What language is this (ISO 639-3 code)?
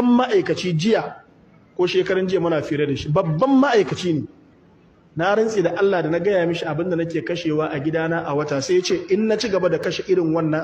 hau